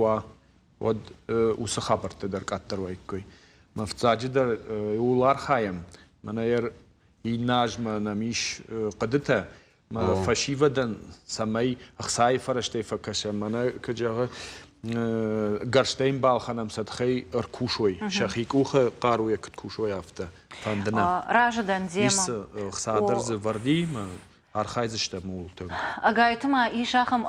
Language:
Ossetic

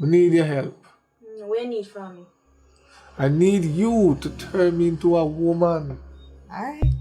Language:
Jamaican Creole English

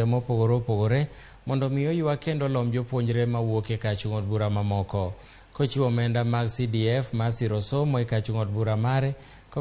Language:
Luo (Kenya and Tanzania)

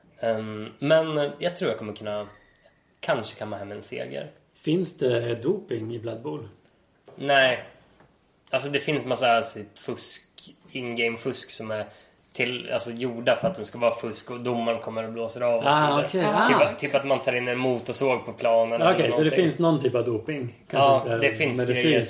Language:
Swedish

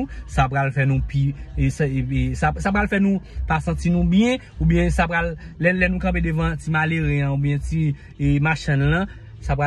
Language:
Haitian Creole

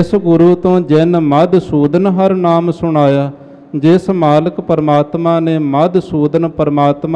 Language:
Punjabi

